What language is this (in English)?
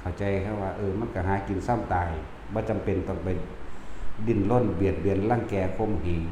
Lao